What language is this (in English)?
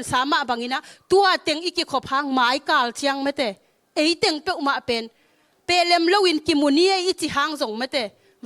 Tedim Chin